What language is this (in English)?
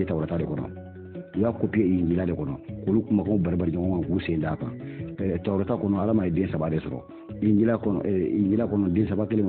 Bambara